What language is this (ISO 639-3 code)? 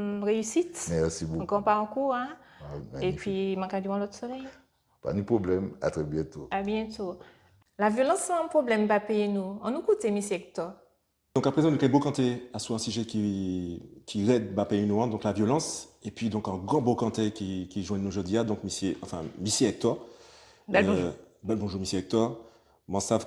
gcf